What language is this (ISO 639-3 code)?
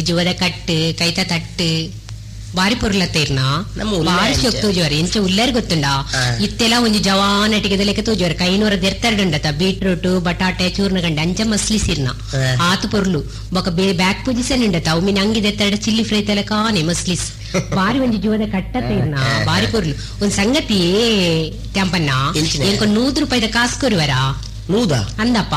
tcy